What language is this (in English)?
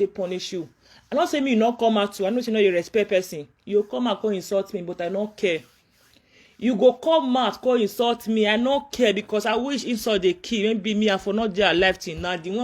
Nigerian Pidgin